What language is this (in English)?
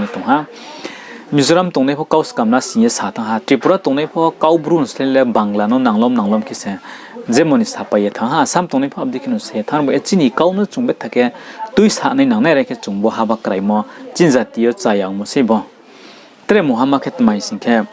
Riang (India)